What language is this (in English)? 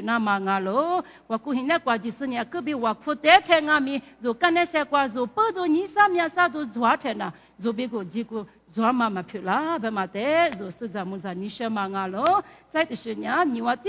Lisu